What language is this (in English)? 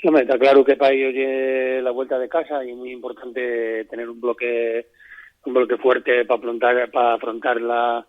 Asturian